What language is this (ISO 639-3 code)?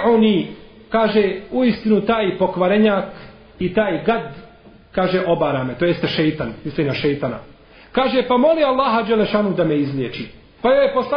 bos